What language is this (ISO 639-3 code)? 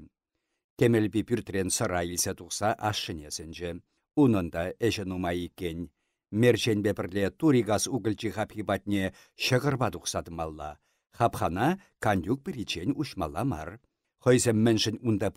chv